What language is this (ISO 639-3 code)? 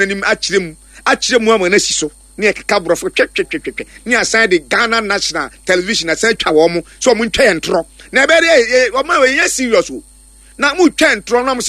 aka